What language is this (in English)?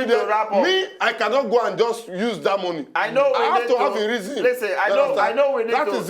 Nigerian Pidgin